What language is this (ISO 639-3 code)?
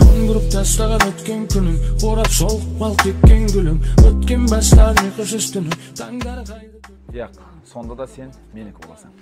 kaa